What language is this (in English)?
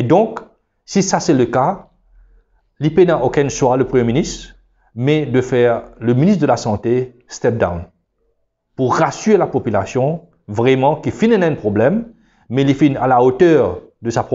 Morisyen